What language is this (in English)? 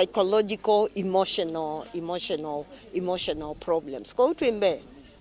Kamba